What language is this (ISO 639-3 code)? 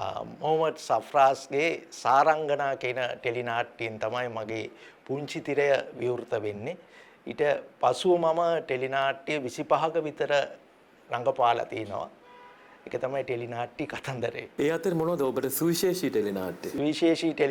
sin